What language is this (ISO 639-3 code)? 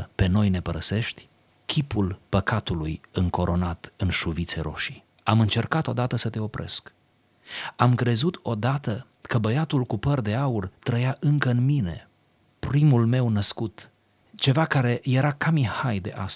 ron